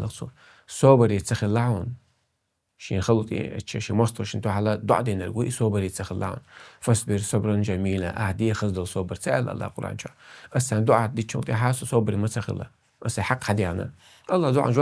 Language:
Chechen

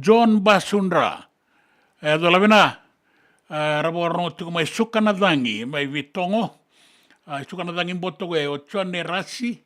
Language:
Fijian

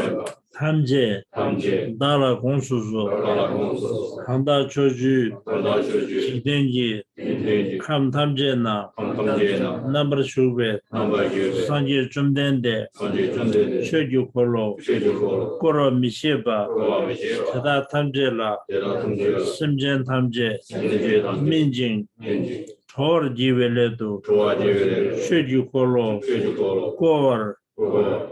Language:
Tibetan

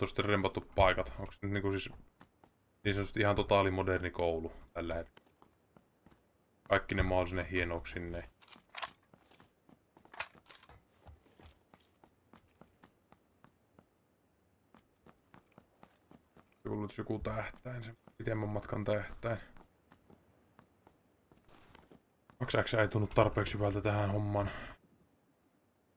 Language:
Finnish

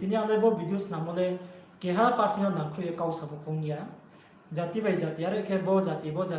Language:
Riang (India)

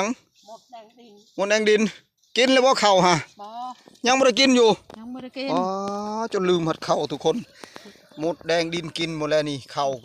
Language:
Northeastern Thai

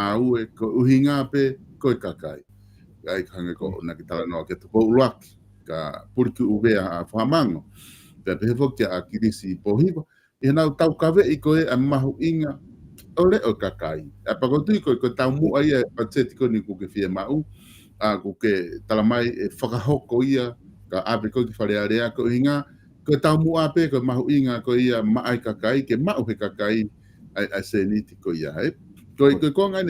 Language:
Tongan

